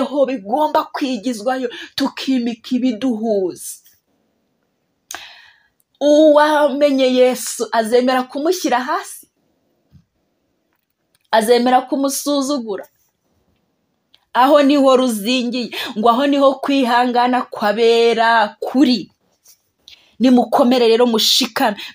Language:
Kinyarwanda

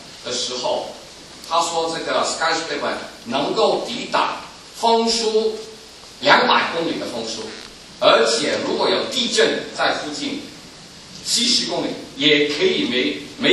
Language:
Chinese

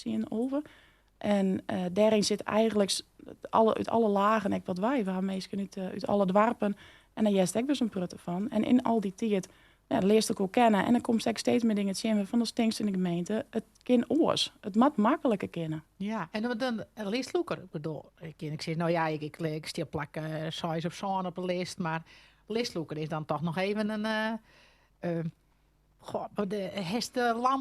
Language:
Western Frisian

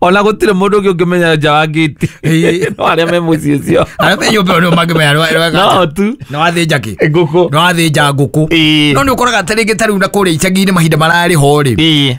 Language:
Kikuyu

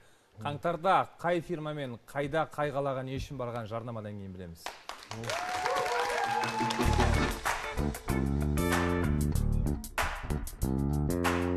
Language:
Kazakh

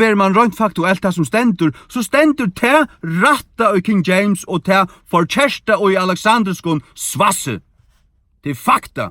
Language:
Faroese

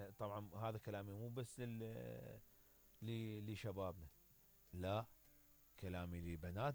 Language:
Mesopotamian Arabic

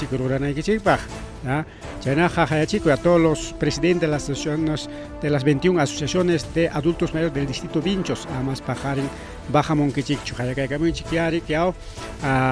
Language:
Ayacucho Quechua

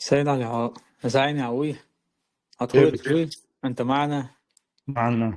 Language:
Chechen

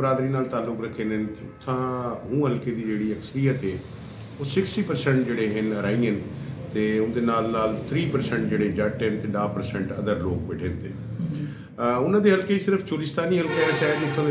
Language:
Punjabi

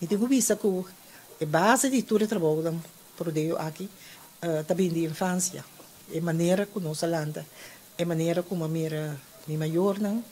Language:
Papiamento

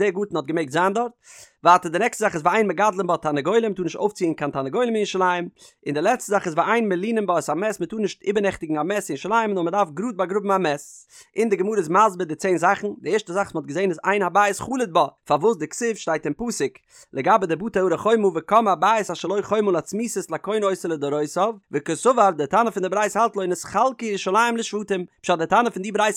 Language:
Yiddish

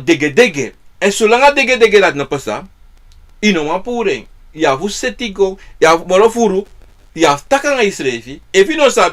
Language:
Sranan Tongo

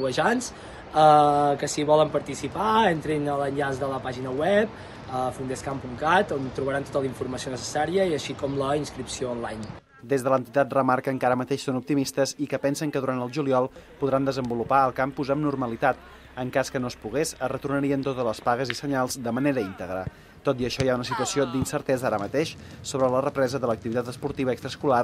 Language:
Catalan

